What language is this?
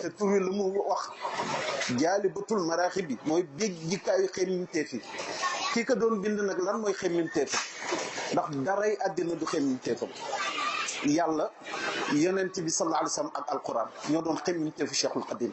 Wolof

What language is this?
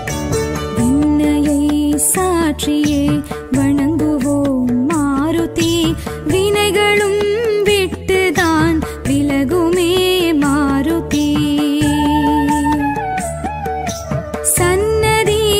Tamil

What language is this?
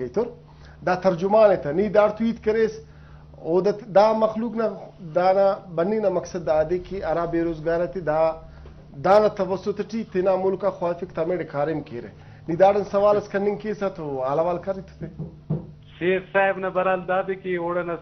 Brahui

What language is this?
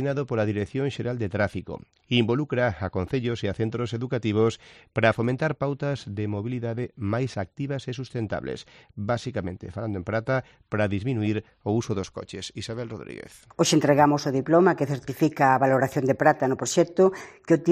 Galician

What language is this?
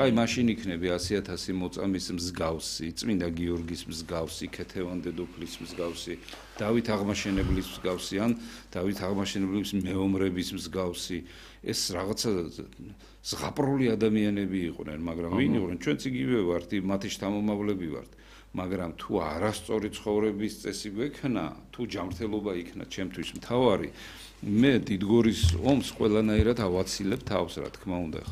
Georgian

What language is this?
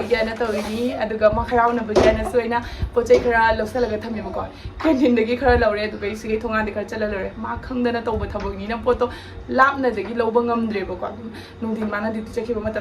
Manipuri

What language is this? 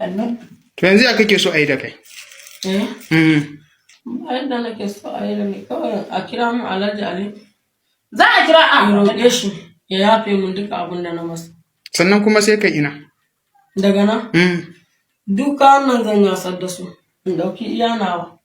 Hausa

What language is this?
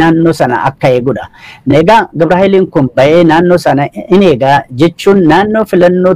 Oromo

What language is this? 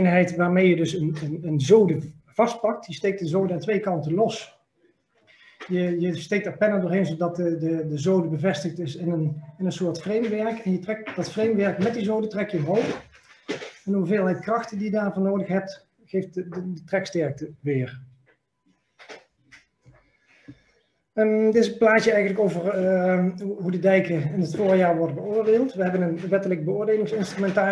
Dutch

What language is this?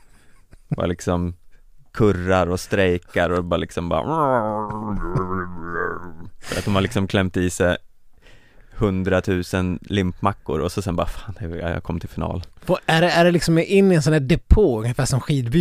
Swedish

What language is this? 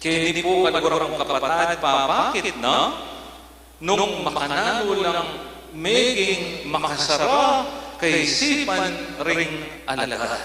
Pampanga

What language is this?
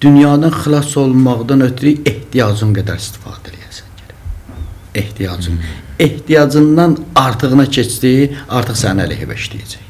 Azerbaijani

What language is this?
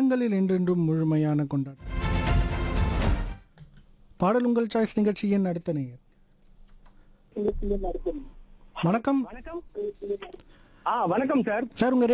Tamil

